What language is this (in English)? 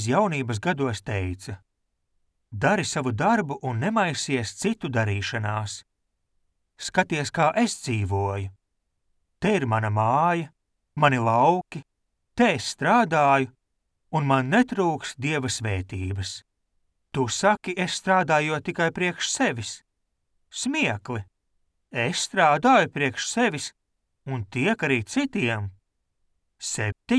Latvian